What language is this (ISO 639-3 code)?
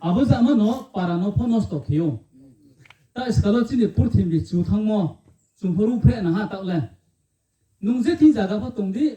ria